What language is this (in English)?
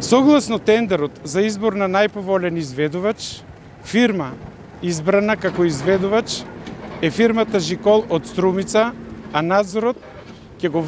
Macedonian